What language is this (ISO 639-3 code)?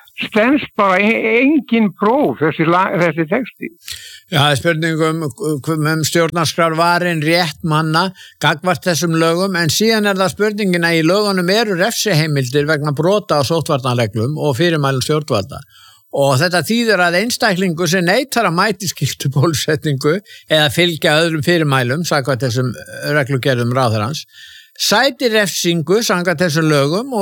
isl